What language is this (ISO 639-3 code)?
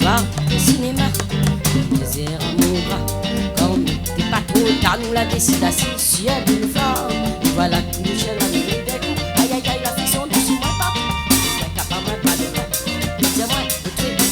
rcf